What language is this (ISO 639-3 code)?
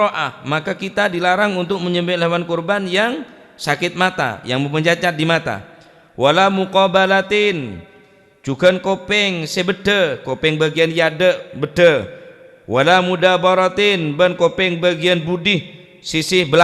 mad